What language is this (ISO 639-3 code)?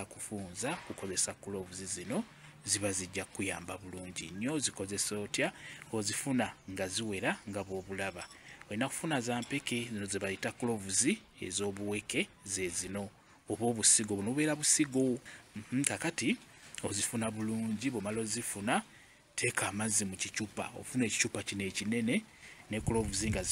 lug